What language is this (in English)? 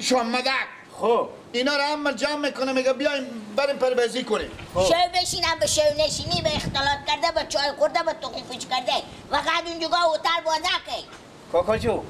Persian